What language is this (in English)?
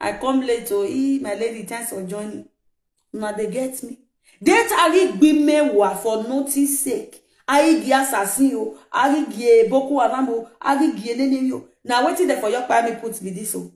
Nigerian Pidgin